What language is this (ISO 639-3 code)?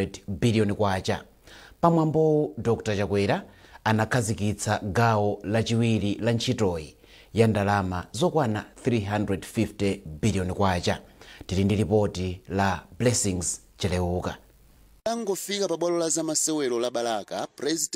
nya